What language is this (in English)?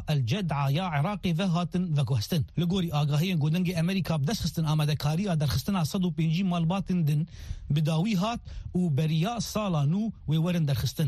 Kurdish